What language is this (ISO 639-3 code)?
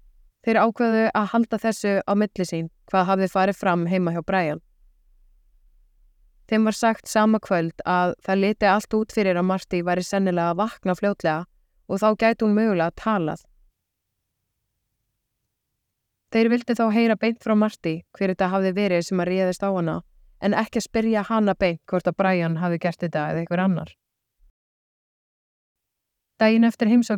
isl